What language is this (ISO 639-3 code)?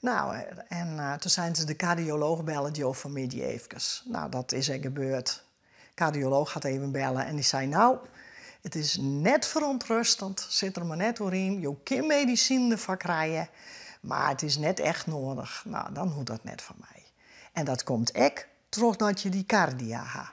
fry